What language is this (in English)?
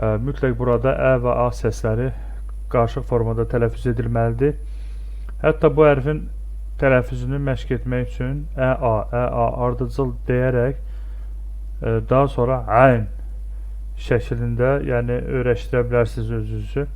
Azerbaijani